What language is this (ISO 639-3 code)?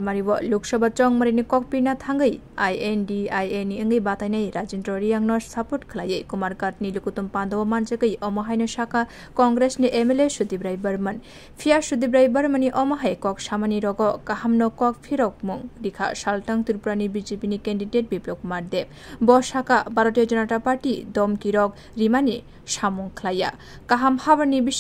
trp